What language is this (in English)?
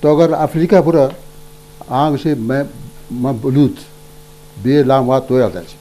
Baluchi